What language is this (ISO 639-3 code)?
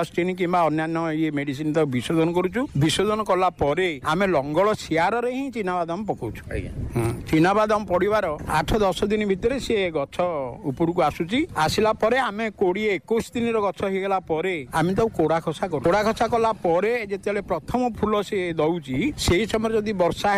ori